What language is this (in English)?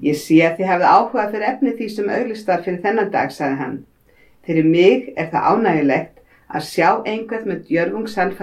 Icelandic